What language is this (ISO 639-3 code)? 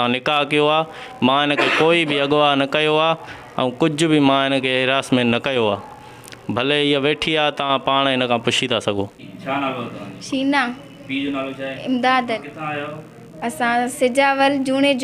snd